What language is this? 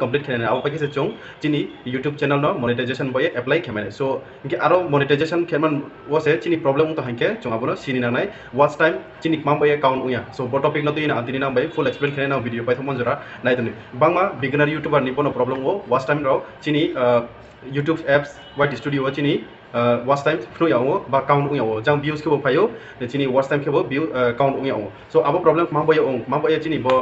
Riang (India)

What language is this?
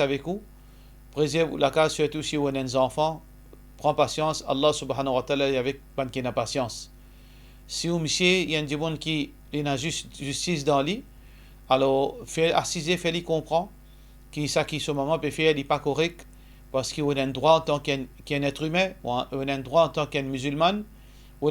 Morisyen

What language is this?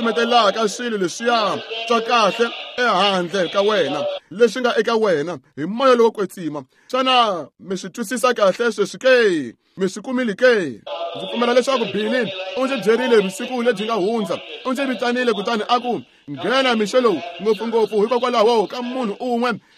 Tsonga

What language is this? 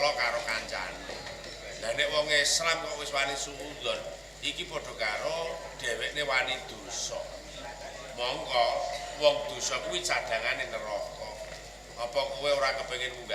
Javanese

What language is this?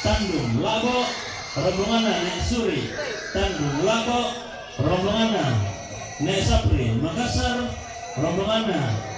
Toraja-Sa'dan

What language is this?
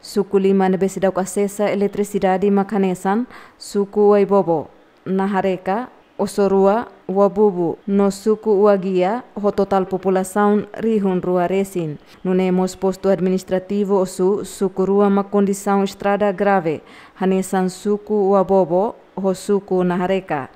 Tetum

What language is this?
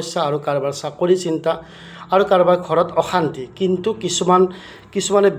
Assamese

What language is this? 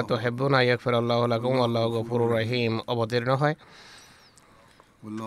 Bangla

